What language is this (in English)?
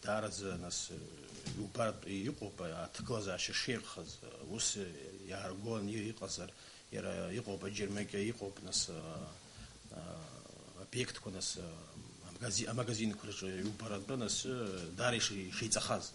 Abkhazian